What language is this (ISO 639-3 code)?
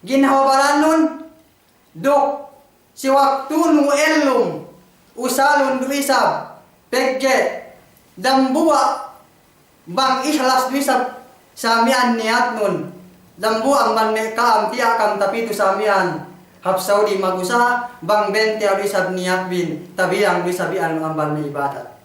yka